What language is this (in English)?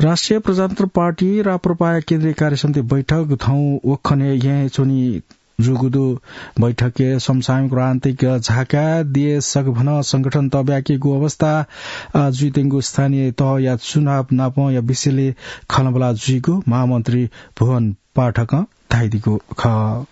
Newari